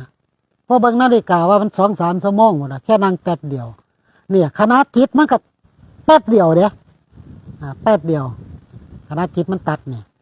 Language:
Northeastern Thai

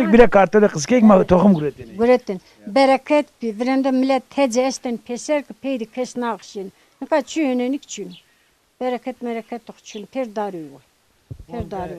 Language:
Zaza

